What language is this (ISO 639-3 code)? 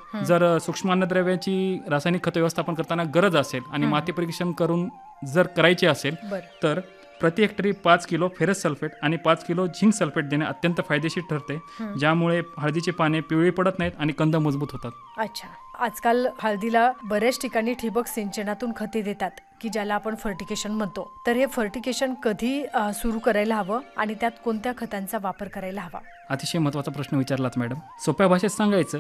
mar